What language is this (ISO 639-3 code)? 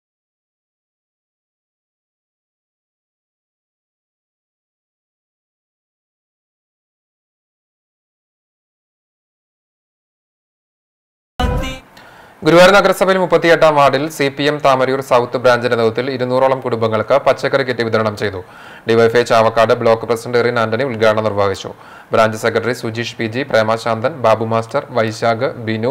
mal